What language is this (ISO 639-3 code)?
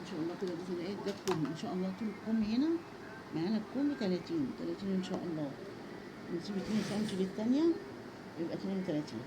arz